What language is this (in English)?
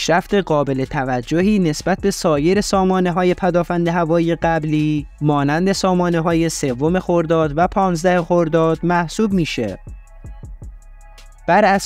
Persian